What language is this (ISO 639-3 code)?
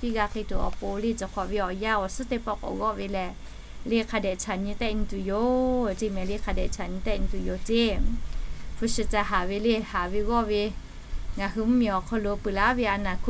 lhu